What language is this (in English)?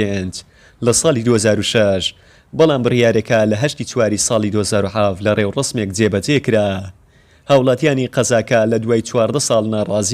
Central Kurdish